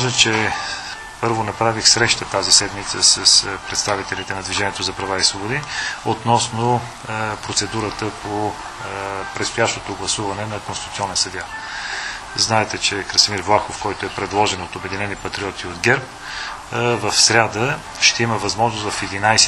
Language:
Bulgarian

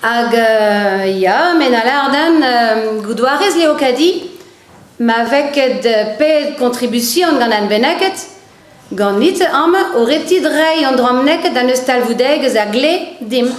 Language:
Breton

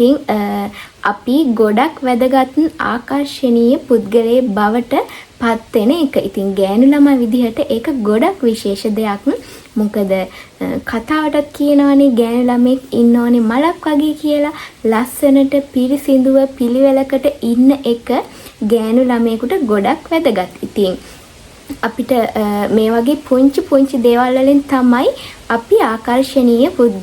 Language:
Sinhala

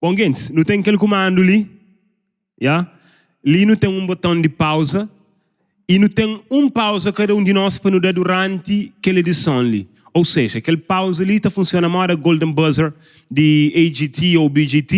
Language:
Kabuverdianu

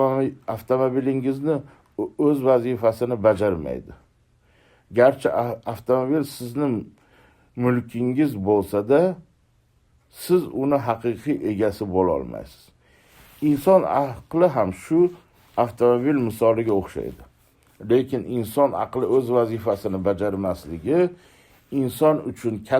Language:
Uzbek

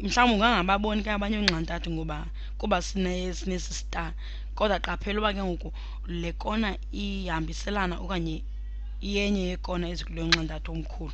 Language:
Xhosa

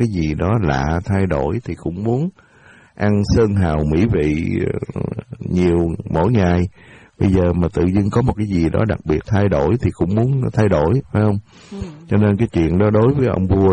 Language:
Vietnamese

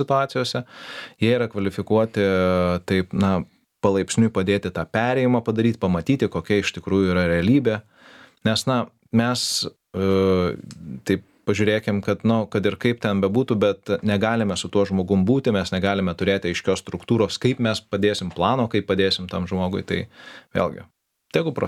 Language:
Lithuanian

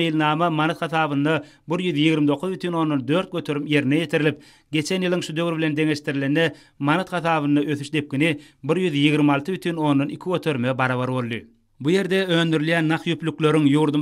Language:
Turkmen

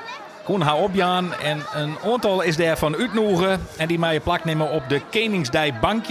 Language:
Western Frisian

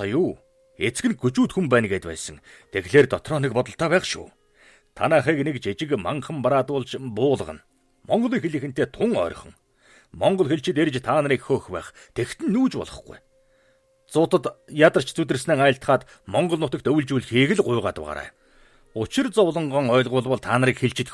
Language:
Mongolian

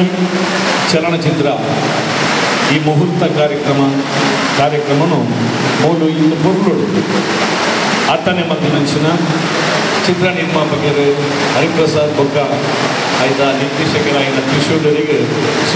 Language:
Tulu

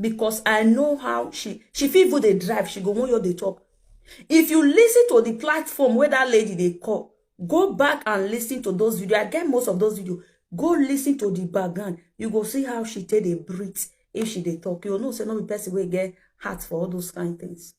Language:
Nigerian Pidgin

